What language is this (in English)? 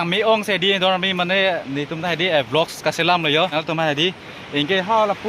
Karbi